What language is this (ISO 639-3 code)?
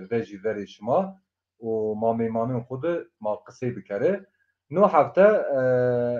zza